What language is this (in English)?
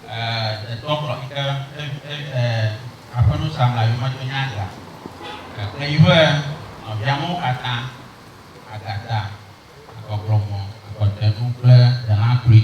Ewe